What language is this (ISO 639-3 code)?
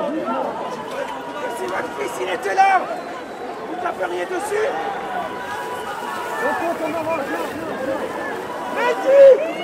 fra